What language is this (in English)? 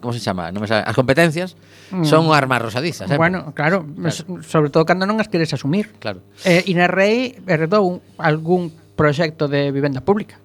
Galician